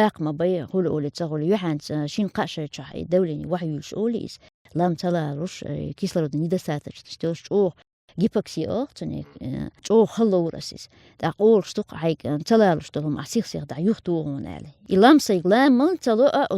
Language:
Chechen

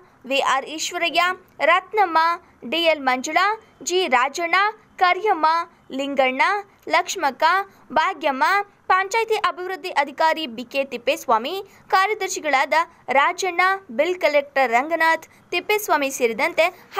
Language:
Kannada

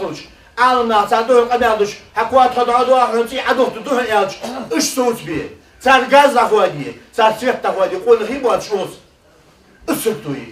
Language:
Ingush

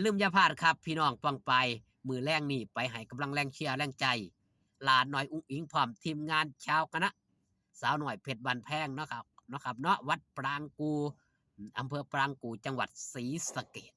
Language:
Northeastern Thai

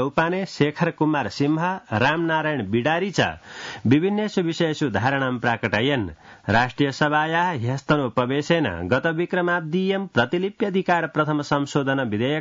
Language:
Sanskrit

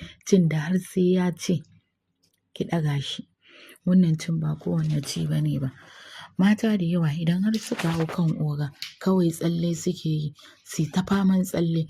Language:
Hausa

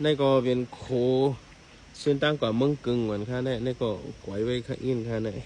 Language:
Shan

